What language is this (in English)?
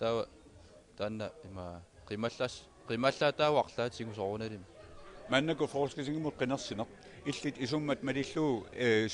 Kalaallisut